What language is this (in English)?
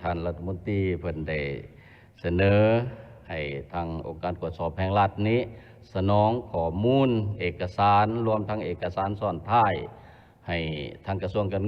Lao